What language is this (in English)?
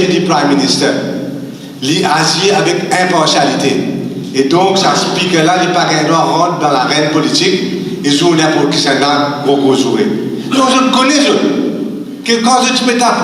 Morisyen